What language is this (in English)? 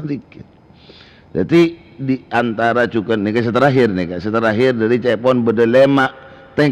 Madurese